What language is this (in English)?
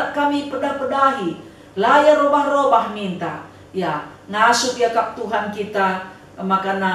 Batak Karo